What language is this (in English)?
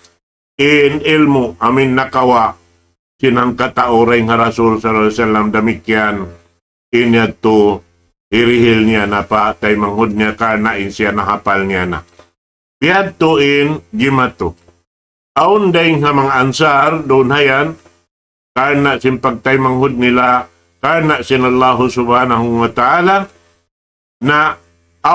Tausug